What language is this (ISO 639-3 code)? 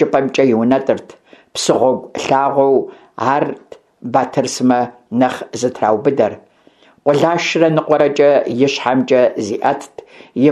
kbd